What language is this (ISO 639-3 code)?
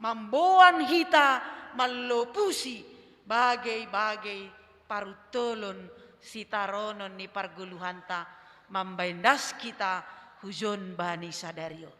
bts